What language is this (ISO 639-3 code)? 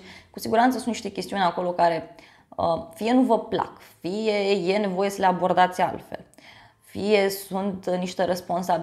ron